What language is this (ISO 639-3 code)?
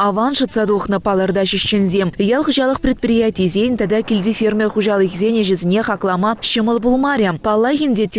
chv